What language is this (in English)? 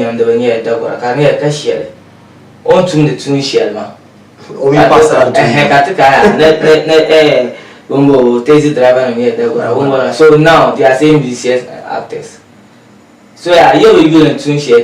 Dagbani